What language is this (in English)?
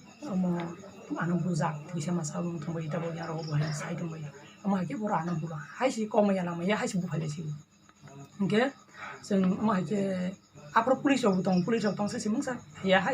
Kok Borok